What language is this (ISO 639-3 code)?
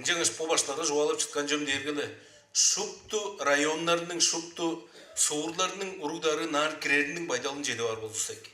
tyv